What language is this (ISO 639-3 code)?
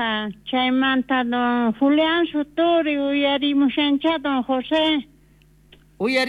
quh